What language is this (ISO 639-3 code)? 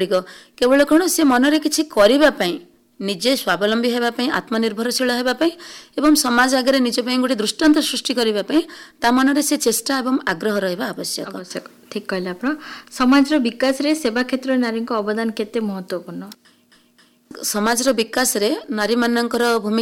ori